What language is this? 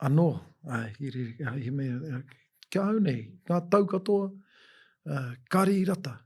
Māori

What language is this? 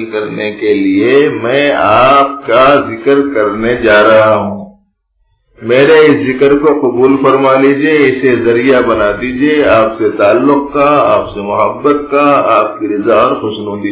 Urdu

